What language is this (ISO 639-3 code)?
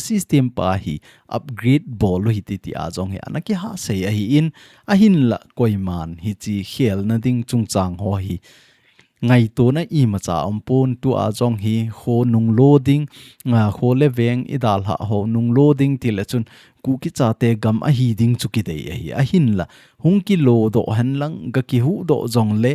tcz